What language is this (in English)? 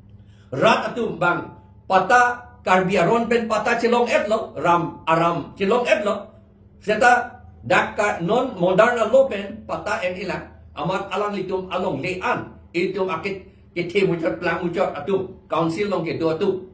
Karbi